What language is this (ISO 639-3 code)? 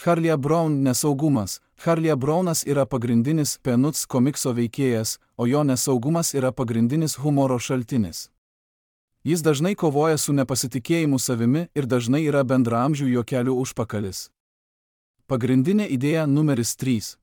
lit